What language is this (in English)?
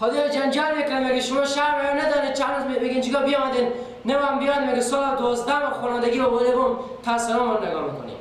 Persian